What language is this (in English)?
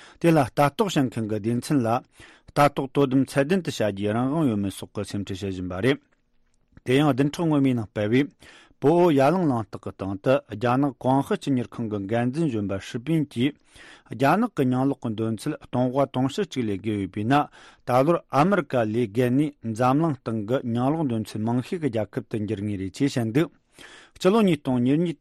Tibetan